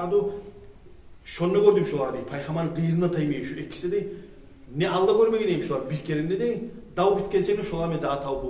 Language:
Kumyk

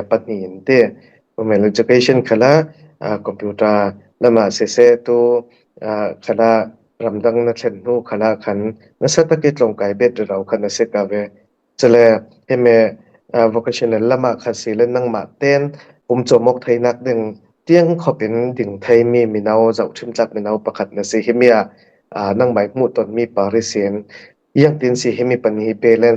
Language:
Falam Chin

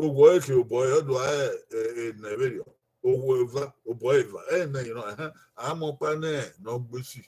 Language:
Bini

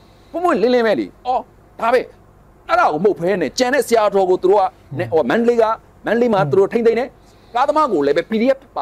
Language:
Burmese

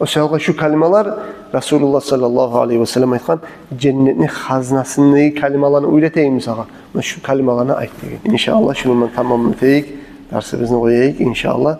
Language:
Kumyk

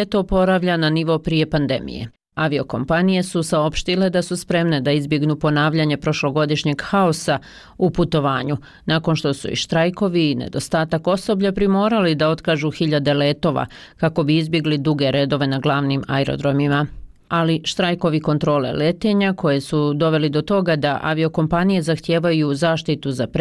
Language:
Bosnian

